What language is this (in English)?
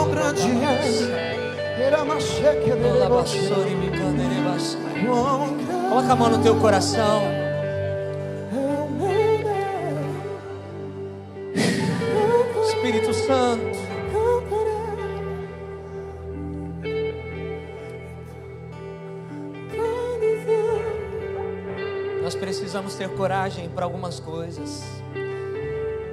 Portuguese